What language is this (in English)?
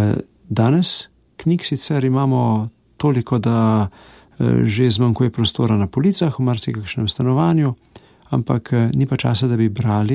Slovenian